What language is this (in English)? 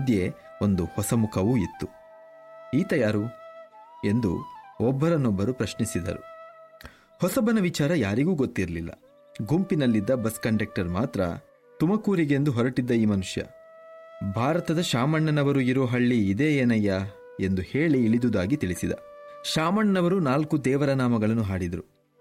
Kannada